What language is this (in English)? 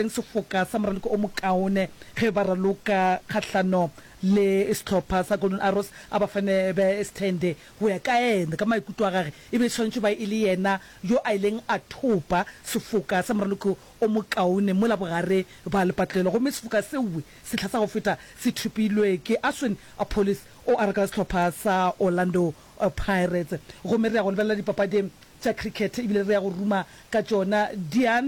Northern Sotho